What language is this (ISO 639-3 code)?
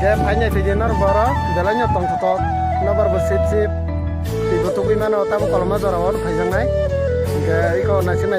trp